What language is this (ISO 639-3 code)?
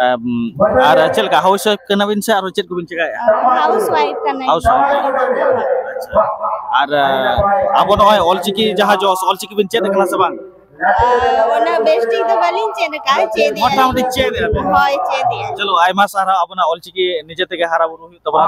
sat